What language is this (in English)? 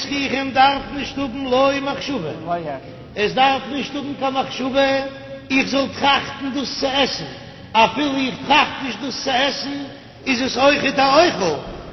Yiddish